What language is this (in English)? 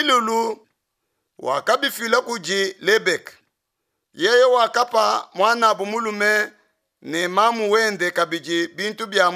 Luba-Lulua